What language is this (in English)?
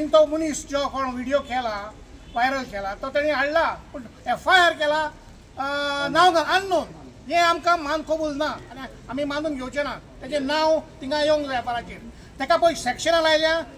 Konkani